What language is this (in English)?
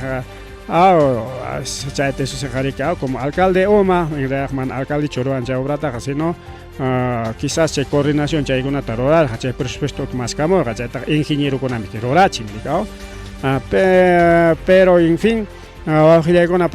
Ayacucho Quechua